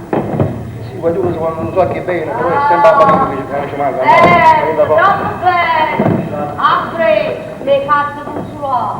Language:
Neapolitan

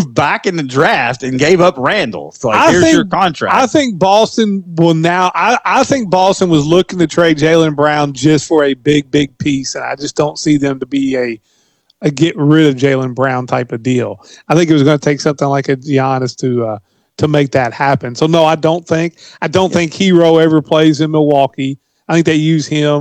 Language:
English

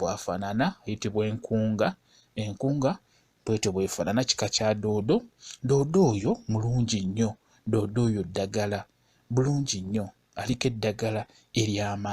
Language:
Ganda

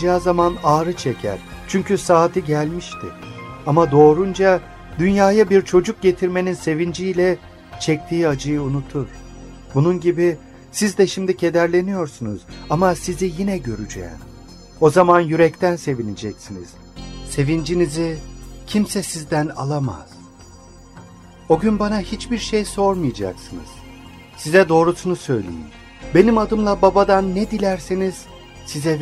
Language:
Turkish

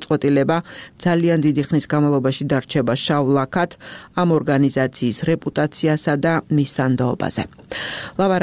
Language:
Georgian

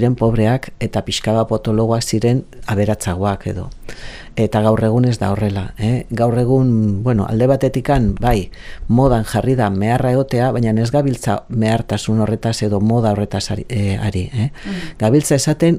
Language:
Basque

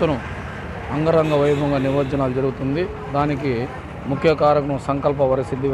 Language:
Telugu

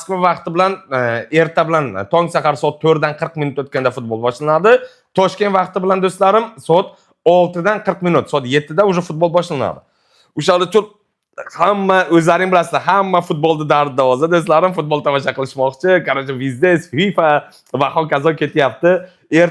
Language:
Uzbek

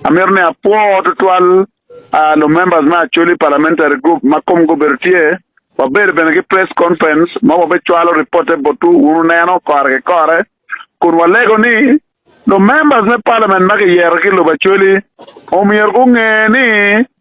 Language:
Acoli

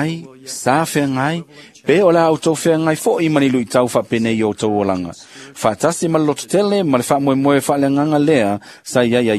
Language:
Samoan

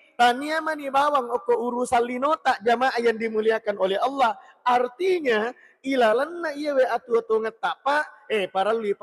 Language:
Buginese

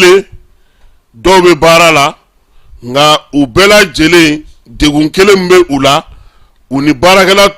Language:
Bambara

